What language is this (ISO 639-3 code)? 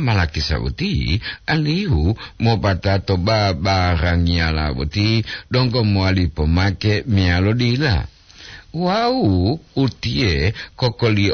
gor